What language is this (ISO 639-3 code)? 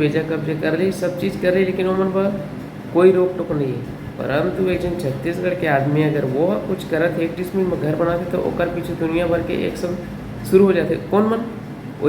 hne